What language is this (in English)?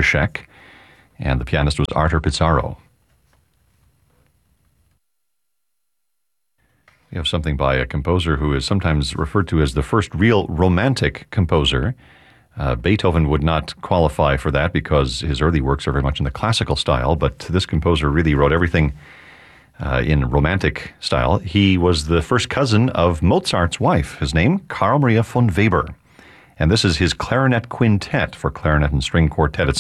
English